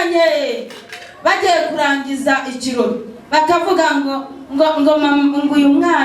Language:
Kinyarwanda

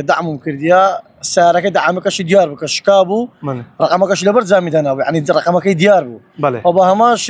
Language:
Central Kurdish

